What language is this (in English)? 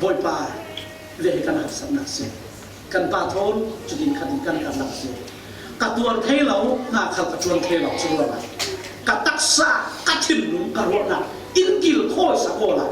Falam Chin